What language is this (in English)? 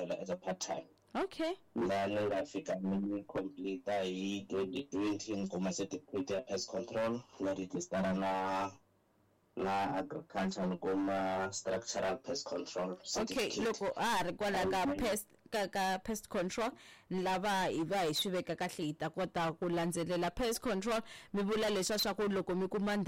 Tsonga